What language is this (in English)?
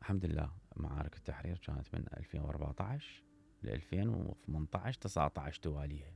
Mesopotamian Arabic